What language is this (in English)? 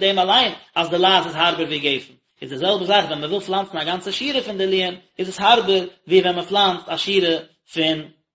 Yiddish